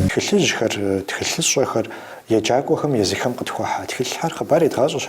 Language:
Kabardian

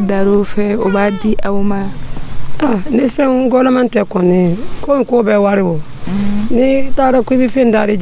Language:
Dyula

